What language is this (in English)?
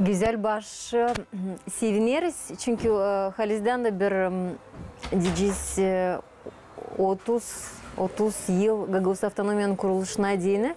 Gagauz